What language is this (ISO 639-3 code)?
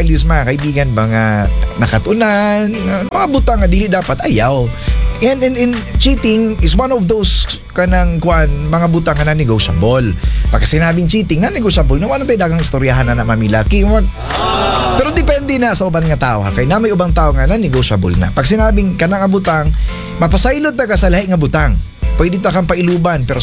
ceb